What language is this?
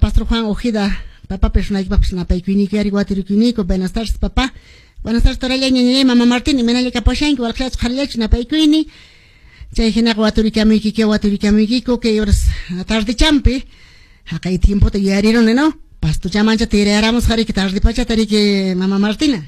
Quechua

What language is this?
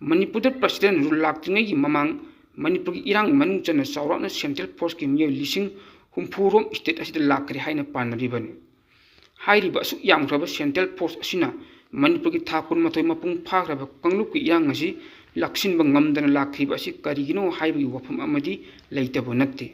Manipuri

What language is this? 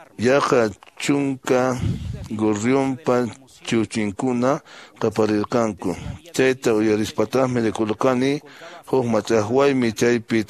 Quechua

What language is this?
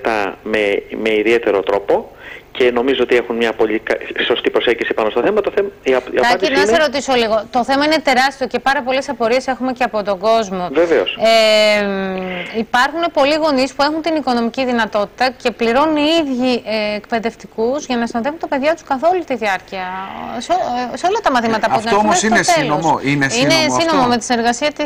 Greek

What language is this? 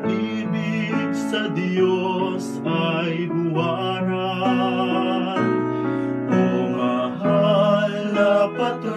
Hiligaynon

